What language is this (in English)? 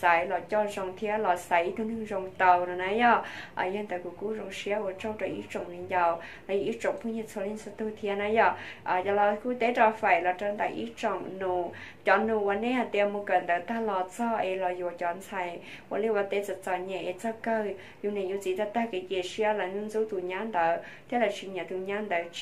Hmong